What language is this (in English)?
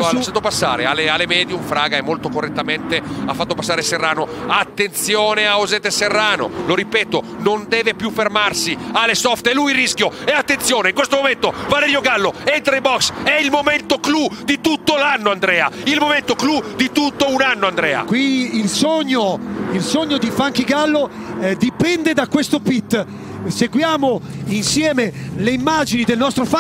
Italian